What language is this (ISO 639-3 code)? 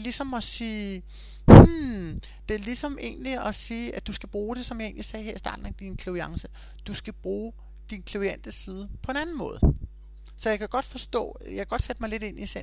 dan